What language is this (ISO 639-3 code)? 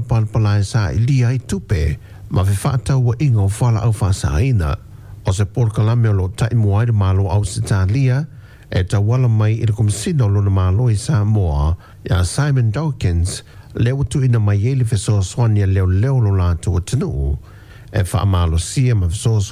smo